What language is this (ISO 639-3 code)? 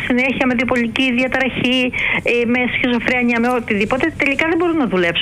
ell